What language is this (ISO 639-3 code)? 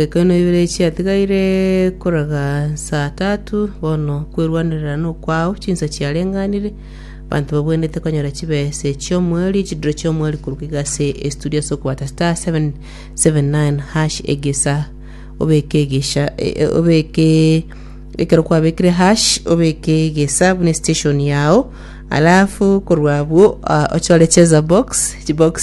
guz